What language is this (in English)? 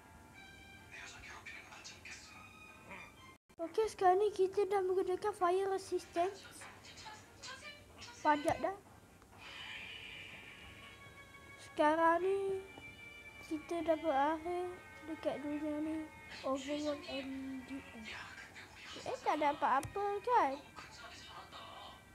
Malay